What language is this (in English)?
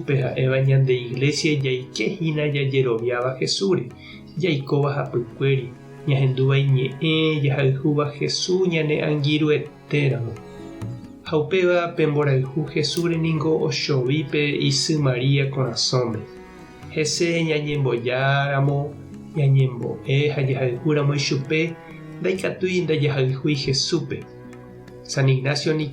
Guarani